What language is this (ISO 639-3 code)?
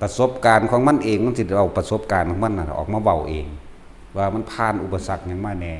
tts